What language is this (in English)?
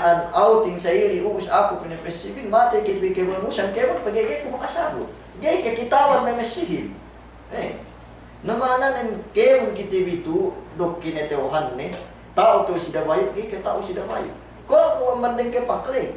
Yakan